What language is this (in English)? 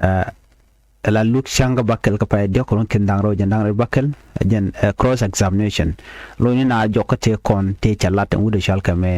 Nuer